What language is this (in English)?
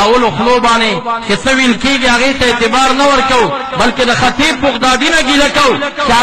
Pashto